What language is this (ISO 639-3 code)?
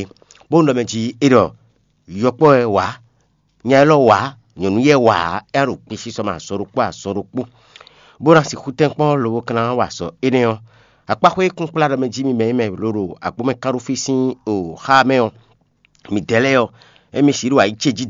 fon